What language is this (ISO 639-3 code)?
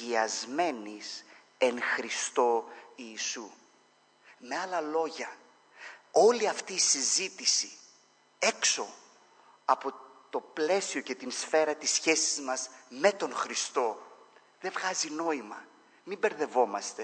ell